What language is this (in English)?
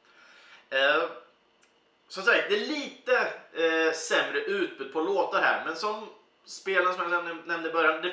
Swedish